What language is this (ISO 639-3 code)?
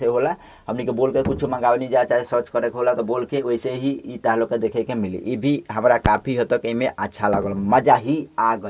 bho